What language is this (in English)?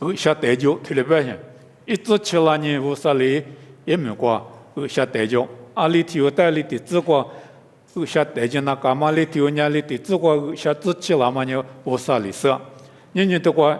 Lisu